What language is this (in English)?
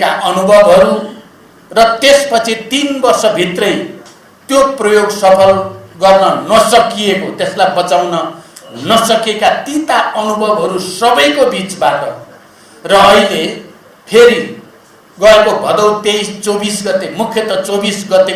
Nepali